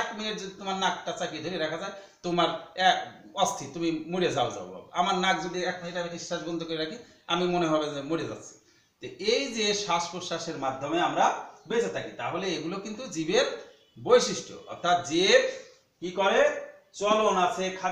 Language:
Bangla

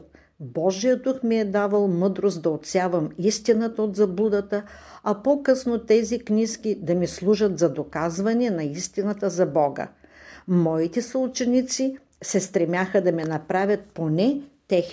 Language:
Bulgarian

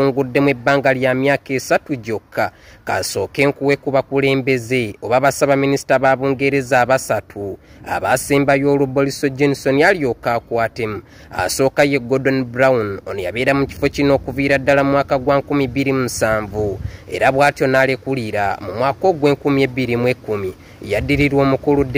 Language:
Ganda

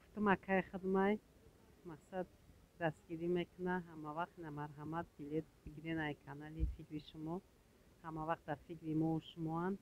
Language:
Tajik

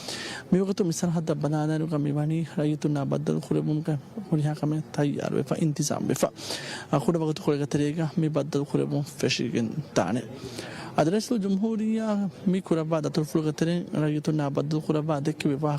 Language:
Divehi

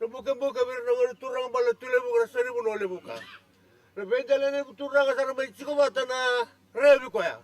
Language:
Fijian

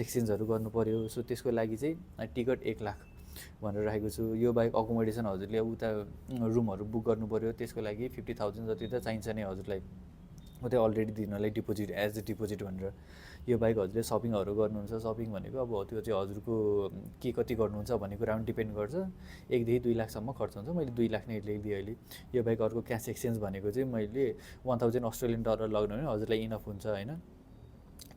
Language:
Nepali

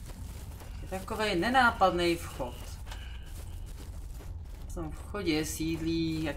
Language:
Czech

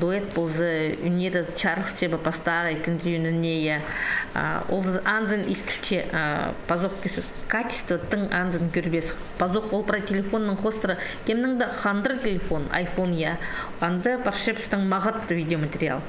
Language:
Khakas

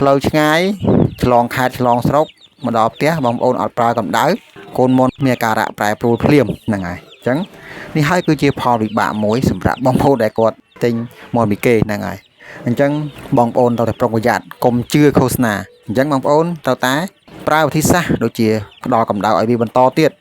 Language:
Khmer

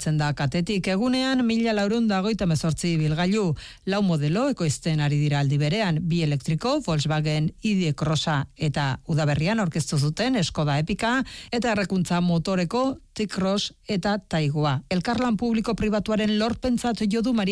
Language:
Basque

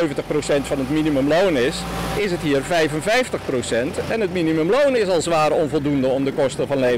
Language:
Dutch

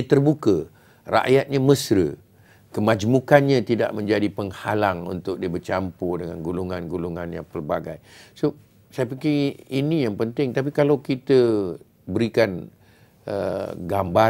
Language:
Malay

